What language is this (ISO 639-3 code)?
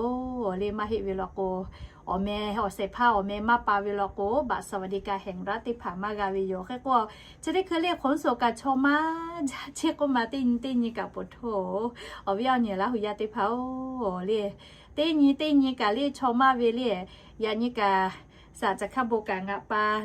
lhu